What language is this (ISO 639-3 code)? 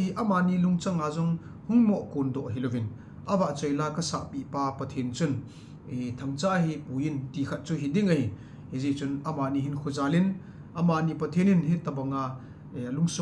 tcz